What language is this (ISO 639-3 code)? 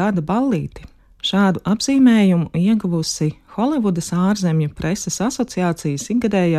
lav